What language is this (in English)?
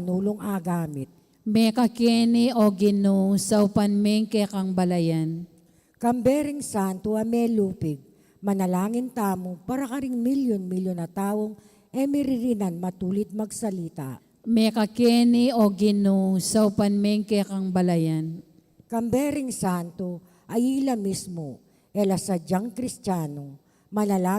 Pampanga